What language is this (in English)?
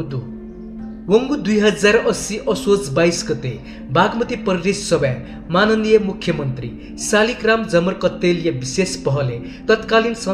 Newari